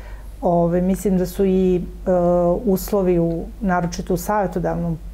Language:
Serbian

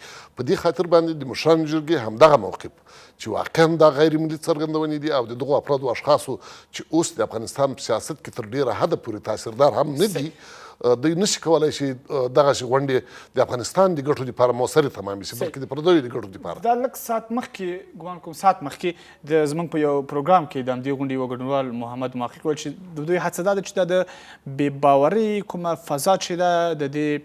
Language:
Pashto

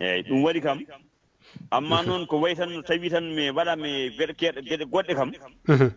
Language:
Fula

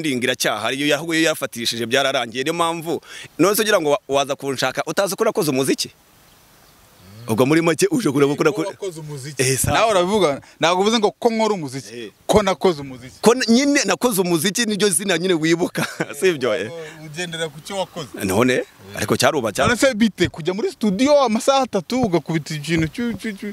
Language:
Kinyarwanda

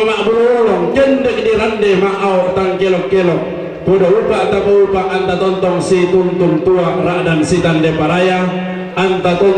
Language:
Toraja-Sa'dan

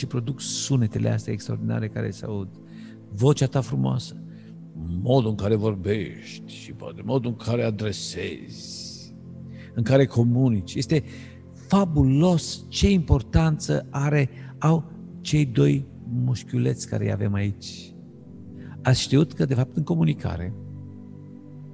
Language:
Romanian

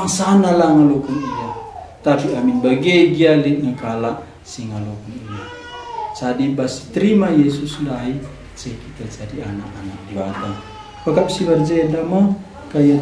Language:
Batak Karo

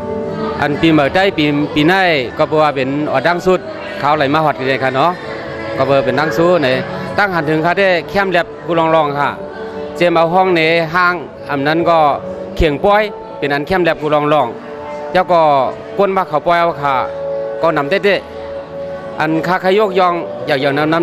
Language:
Shan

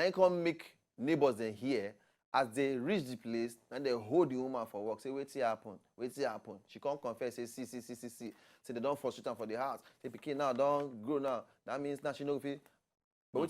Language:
Nigerian Pidgin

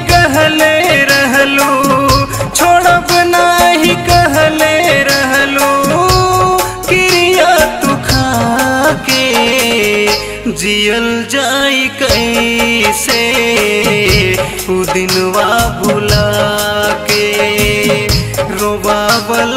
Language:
Bhojpuri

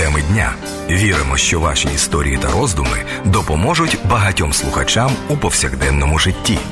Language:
Ukrainian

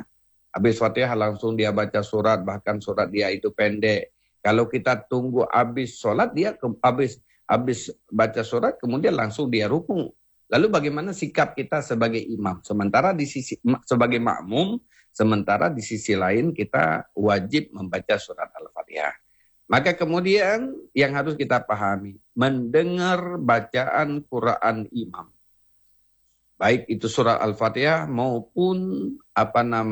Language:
Indonesian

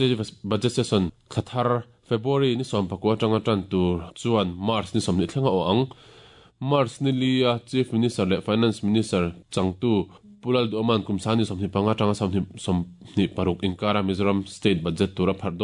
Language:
Mizo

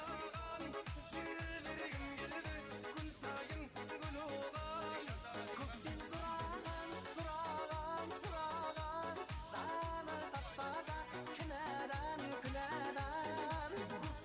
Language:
Kara-Kalpak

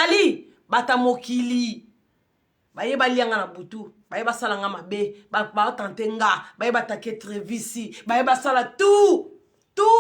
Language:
Lingala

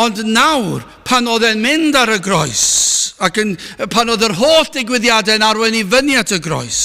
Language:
Welsh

